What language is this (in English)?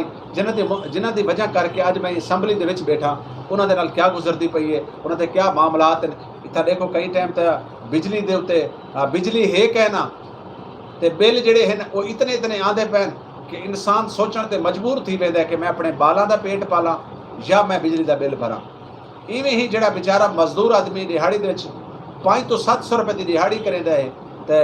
Saraiki